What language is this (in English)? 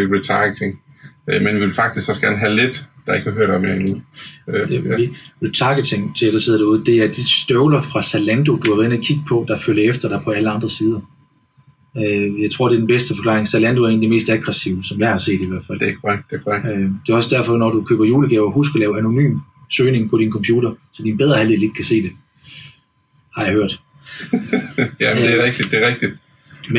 Danish